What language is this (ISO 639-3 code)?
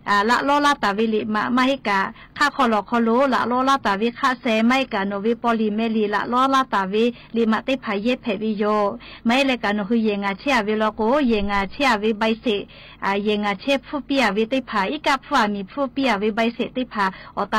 lhu